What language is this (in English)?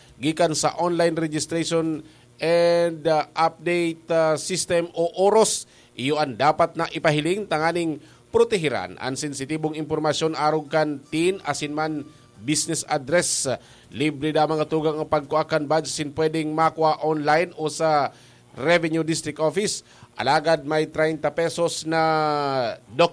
Bikol